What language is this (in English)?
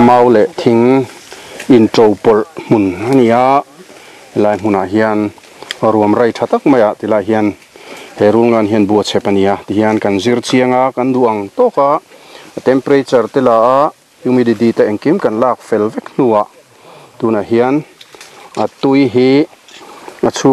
Mizo